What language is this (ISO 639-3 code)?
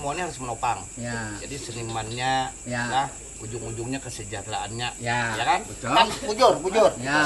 bjn